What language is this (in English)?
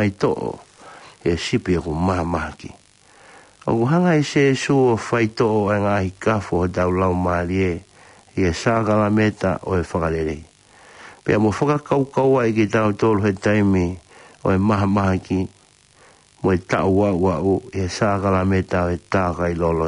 Tongan